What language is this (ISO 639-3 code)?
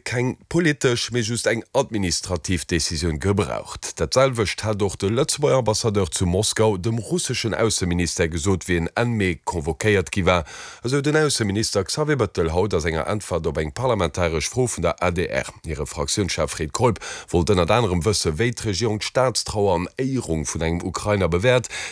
ltz